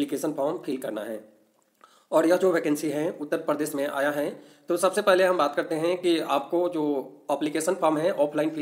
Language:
Hindi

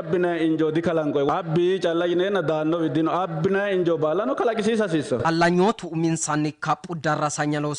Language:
Sidamo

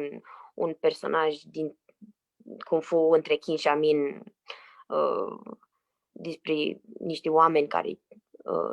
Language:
Aromanian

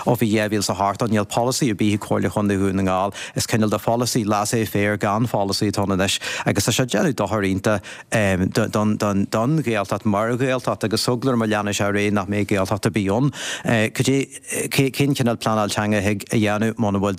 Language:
Irish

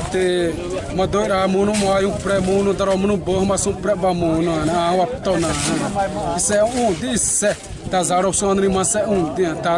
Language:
Xavánte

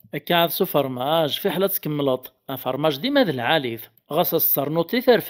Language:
Kabyle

